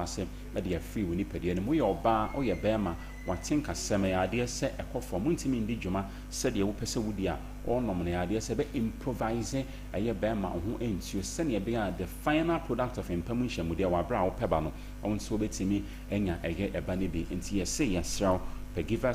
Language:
Akan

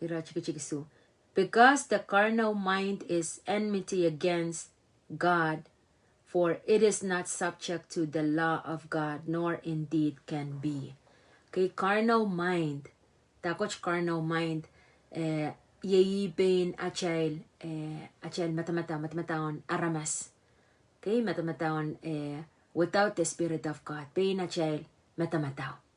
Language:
Pohnpeian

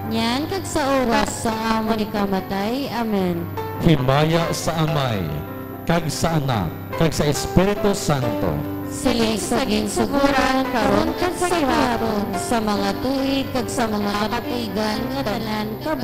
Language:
Hiligaynon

